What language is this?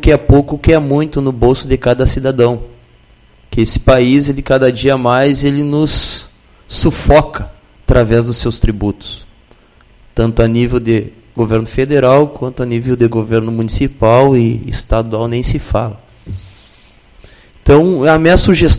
Portuguese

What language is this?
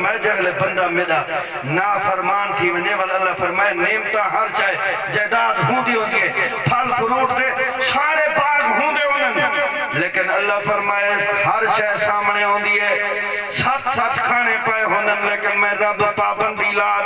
Saraiki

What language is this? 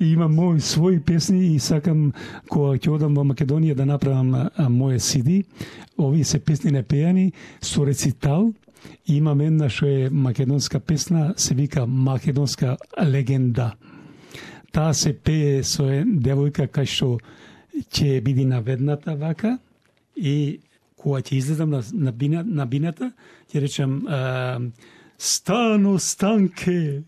Macedonian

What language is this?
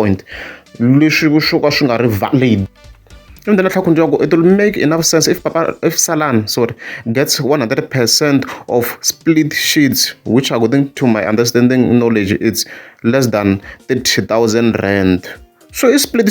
Tsonga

